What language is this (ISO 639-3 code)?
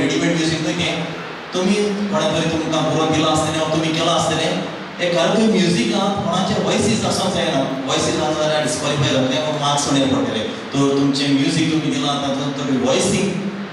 kok